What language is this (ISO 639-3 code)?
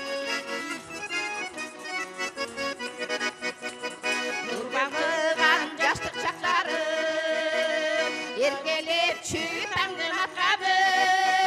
kir